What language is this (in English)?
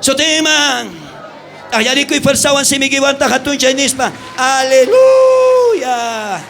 South Bolivian Quechua